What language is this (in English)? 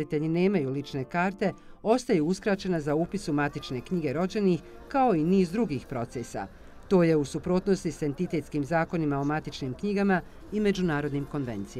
Bosnian